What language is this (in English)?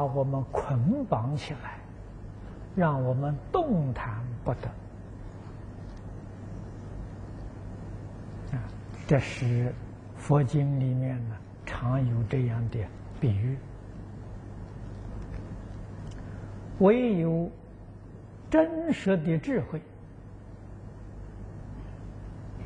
Chinese